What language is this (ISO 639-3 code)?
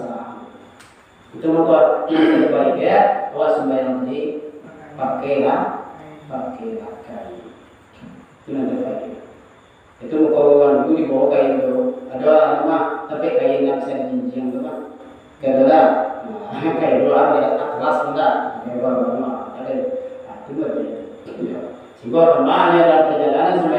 min